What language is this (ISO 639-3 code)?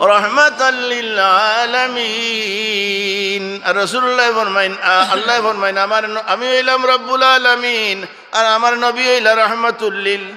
syl